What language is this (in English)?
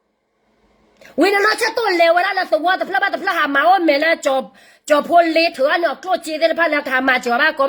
S'gaw Karen